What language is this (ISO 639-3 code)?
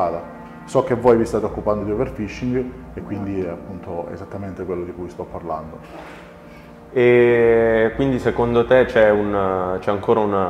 ita